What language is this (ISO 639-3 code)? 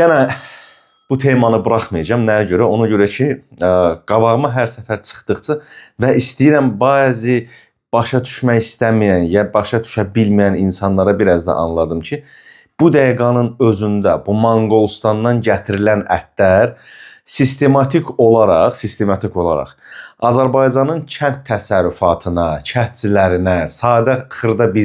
aze